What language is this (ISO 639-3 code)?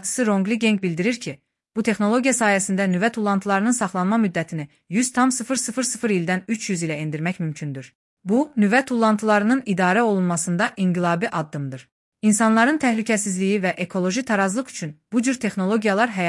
aze